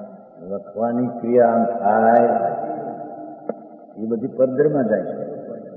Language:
Gujarati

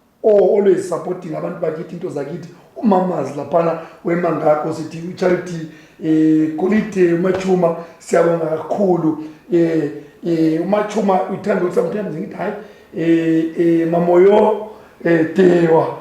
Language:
Zulu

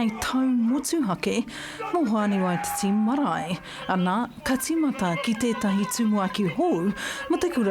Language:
Māori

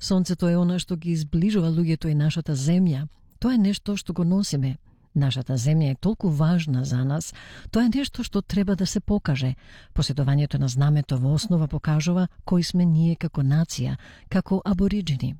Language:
Macedonian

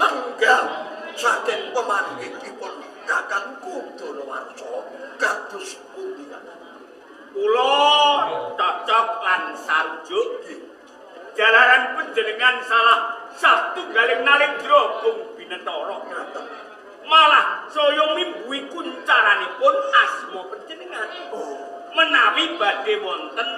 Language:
Javanese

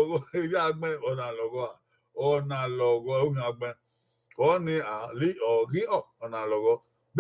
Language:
Bini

